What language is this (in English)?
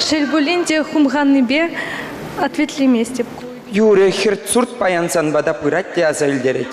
Chuvash